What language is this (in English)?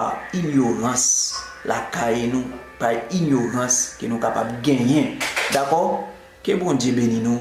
Haitian Creole